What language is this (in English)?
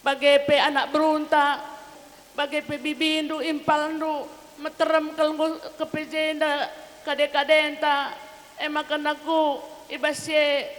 Batak Karo